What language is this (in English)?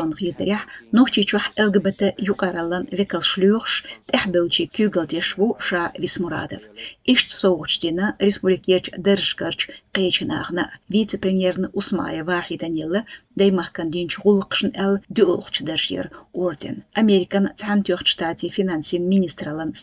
Chechen